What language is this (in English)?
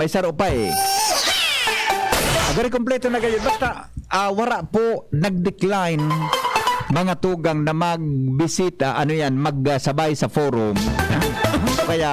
Bikol